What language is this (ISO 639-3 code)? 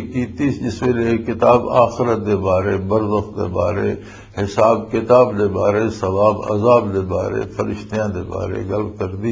lah